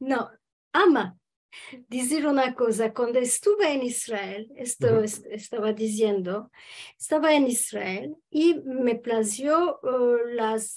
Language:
Ladino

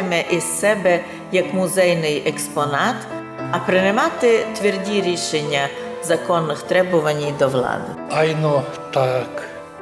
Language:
Rusyn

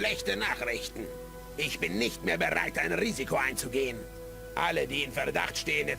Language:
Bavarian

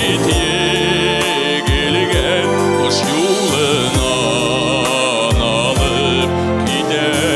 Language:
Bashkir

